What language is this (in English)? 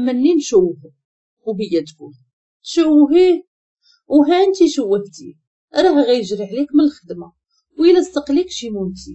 Moroccan Arabic